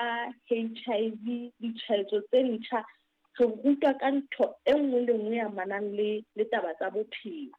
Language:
Southern Sotho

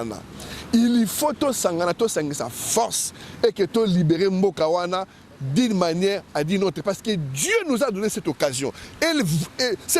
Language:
Lingala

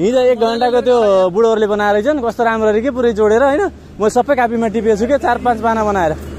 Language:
Nepali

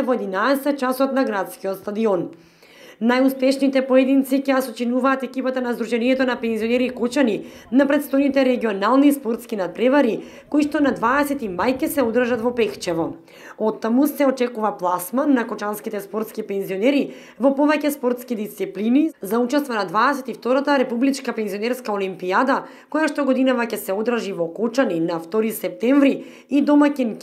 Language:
Macedonian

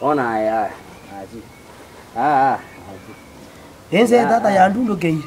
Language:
Gusii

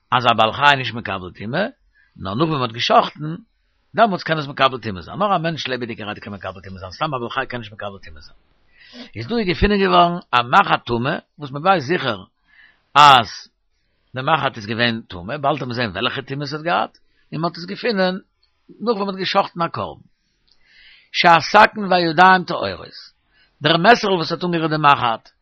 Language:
Yiddish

